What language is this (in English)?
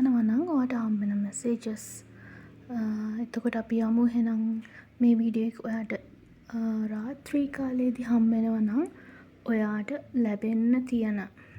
Sinhala